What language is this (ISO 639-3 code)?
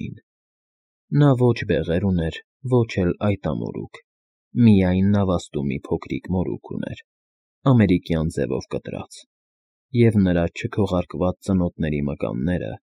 hye